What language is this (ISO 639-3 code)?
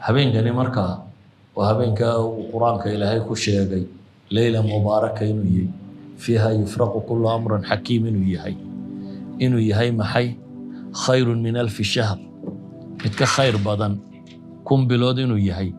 som